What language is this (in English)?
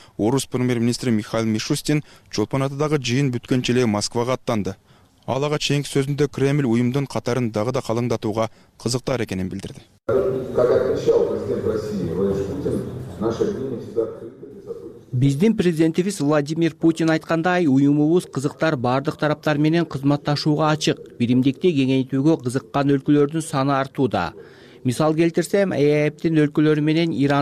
Kyrgyz